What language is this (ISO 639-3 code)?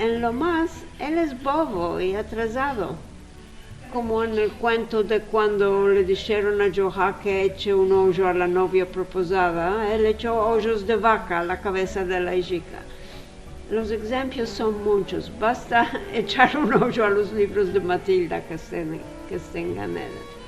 lad